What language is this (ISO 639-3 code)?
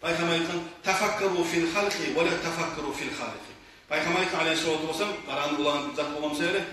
kum